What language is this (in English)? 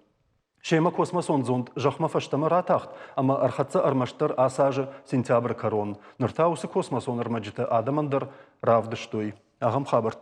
Ossetic